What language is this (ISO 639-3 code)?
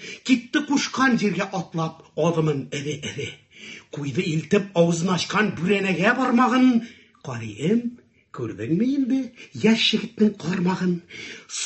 tat